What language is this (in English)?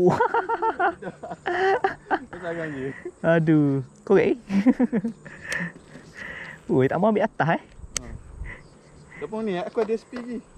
Malay